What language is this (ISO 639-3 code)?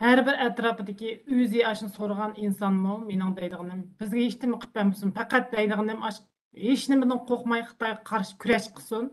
uig